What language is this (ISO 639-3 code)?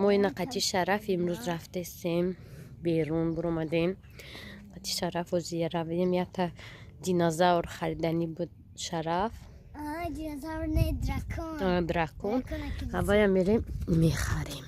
tgk